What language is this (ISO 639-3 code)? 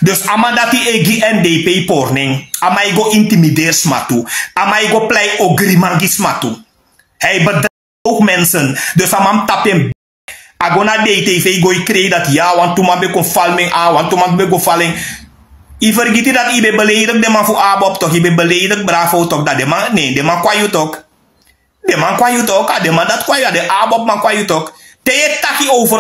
srn